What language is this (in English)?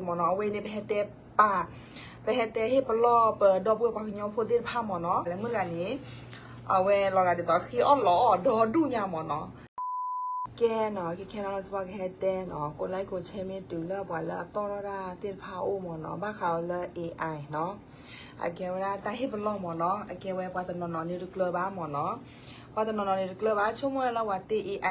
S'gaw Karen